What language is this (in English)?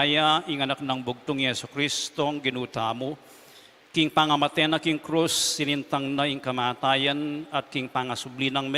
Pampanga